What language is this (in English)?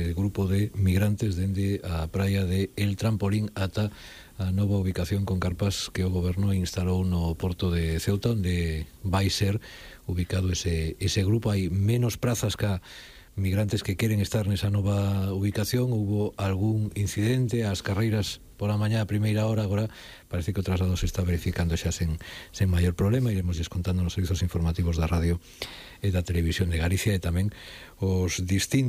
Galician